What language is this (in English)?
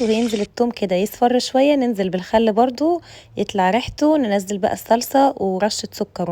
Egyptian Arabic